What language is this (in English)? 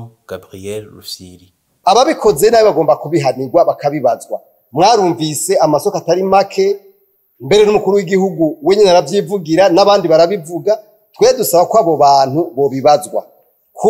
Rundi